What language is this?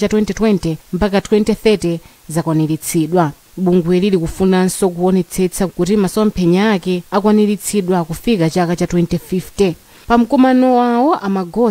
Nyanja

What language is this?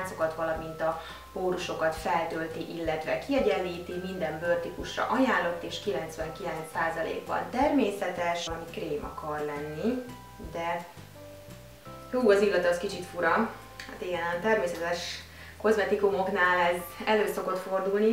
Hungarian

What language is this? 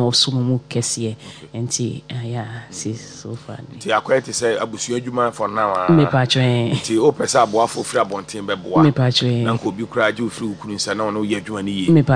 Akan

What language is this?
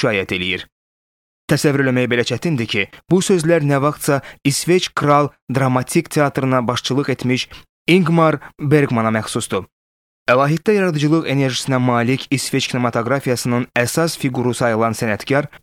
Azerbaijani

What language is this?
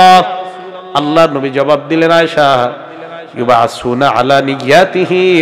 Bangla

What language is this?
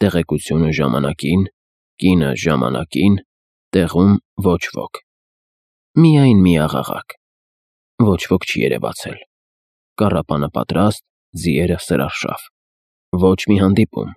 Armenian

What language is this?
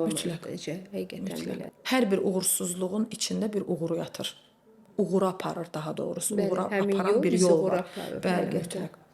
Azerbaijani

